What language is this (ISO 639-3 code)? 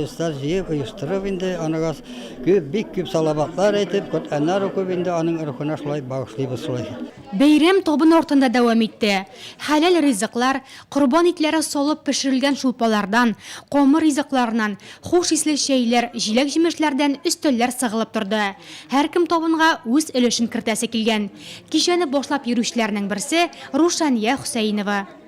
tat